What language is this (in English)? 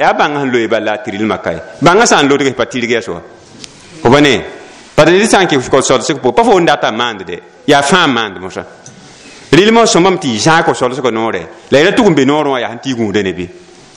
Mossi